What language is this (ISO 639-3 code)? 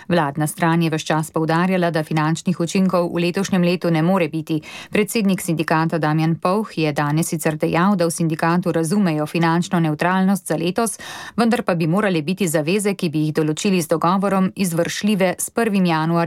slv